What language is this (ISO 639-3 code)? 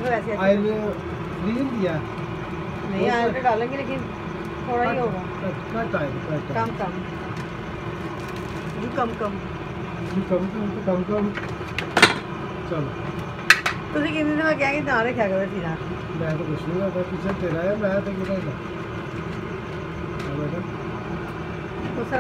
hin